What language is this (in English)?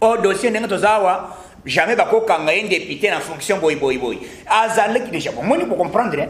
Lingala